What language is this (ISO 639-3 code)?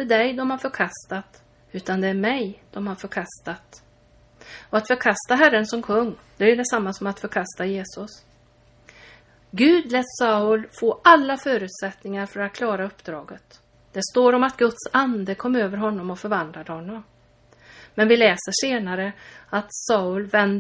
swe